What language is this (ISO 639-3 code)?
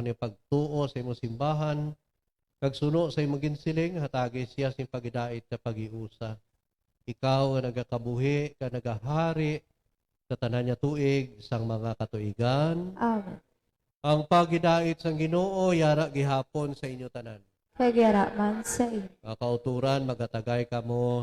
hil